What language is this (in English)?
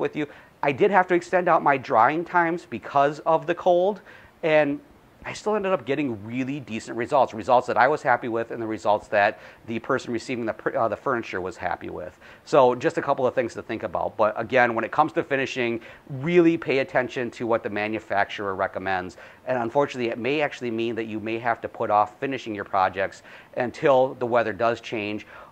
English